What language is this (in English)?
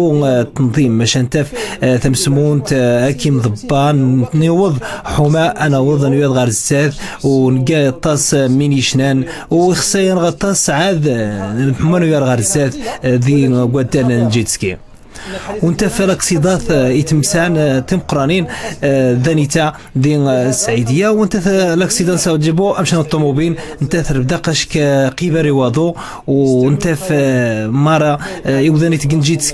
Moroccan Arabic